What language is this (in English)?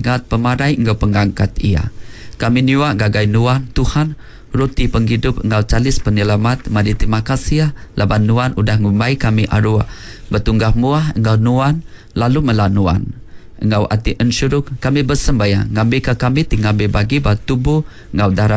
Iban